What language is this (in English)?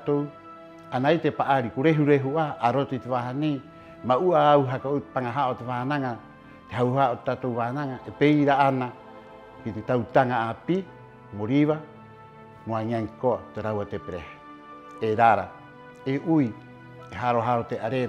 Rapanui